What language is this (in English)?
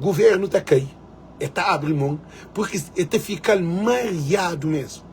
Kabuverdianu